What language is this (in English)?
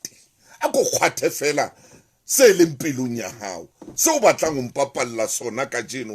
Southern Sotho